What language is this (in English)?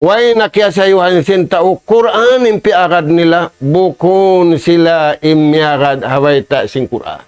Tausug